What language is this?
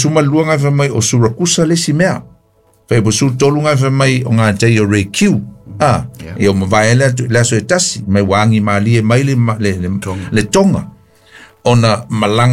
Samoan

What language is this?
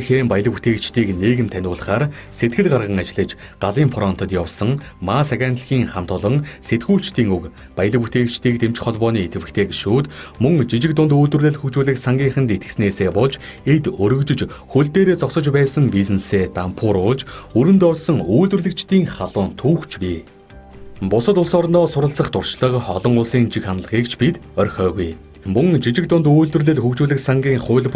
Mongolian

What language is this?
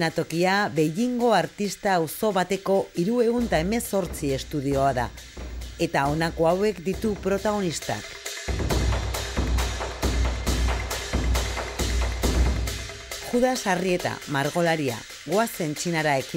Basque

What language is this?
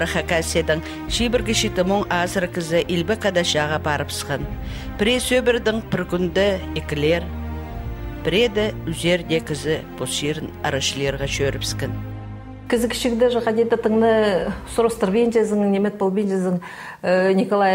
Khakas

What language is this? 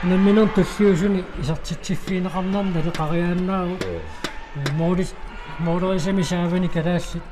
Kalaallisut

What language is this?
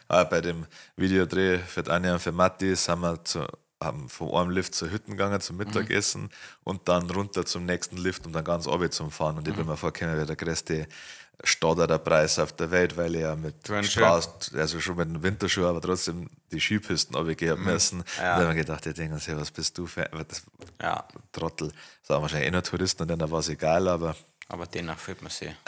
Bavarian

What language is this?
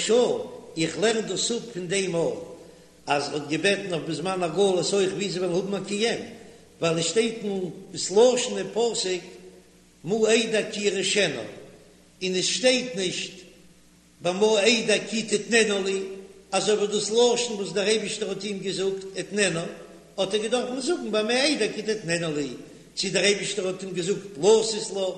Yiddish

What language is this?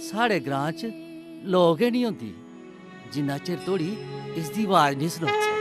Dogri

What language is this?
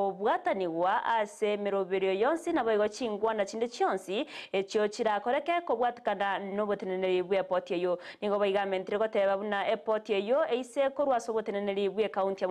Gusii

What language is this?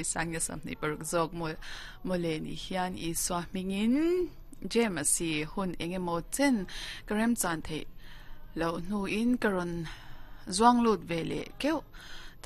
Mizo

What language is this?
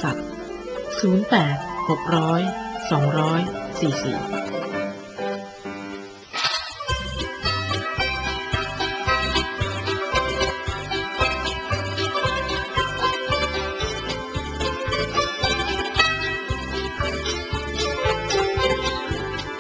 Thai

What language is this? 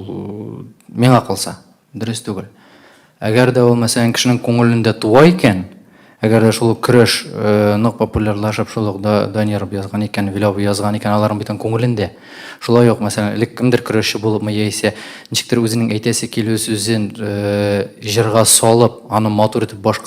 Tatar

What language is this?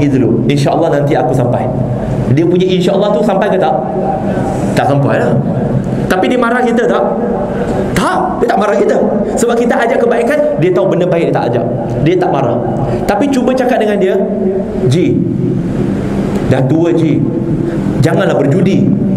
Malay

